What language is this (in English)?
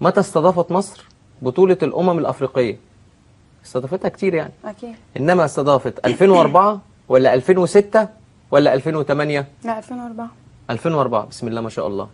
Egyptian Arabic